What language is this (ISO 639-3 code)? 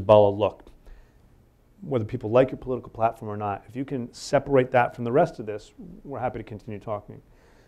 eng